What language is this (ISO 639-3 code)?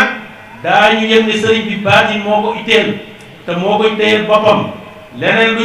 wol